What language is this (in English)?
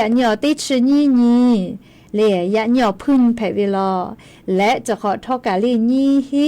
Lahu